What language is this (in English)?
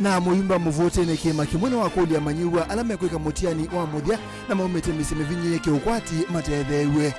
Kamba